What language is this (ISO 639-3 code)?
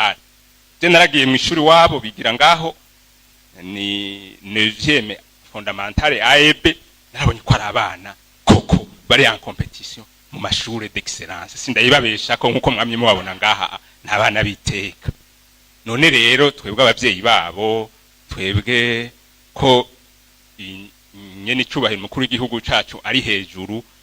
run